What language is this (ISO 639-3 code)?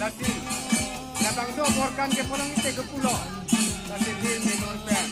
mjw